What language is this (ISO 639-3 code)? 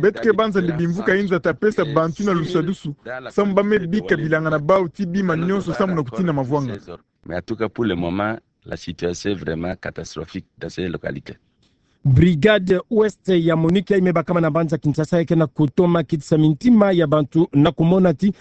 ktu